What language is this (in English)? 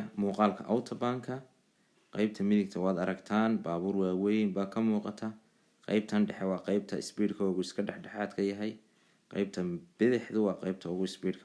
Somali